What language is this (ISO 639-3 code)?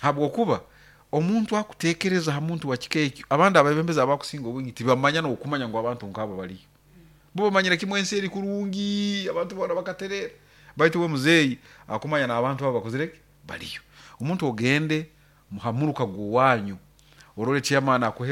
nyn